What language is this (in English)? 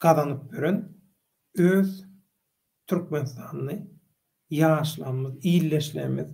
Turkmen